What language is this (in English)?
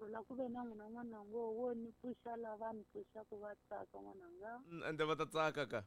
Tsonga